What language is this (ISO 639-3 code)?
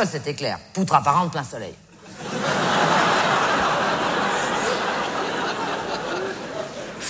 fra